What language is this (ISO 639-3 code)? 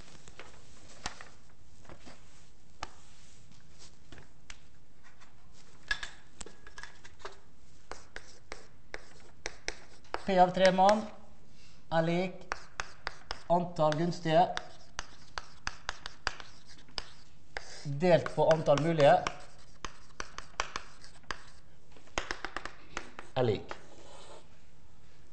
nor